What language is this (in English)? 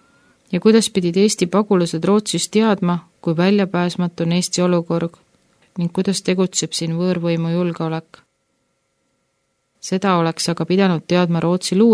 Estonian